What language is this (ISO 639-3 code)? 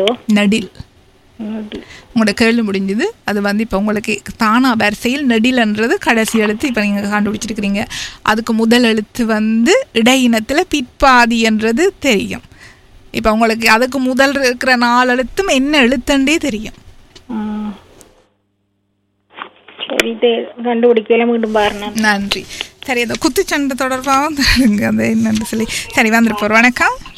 tam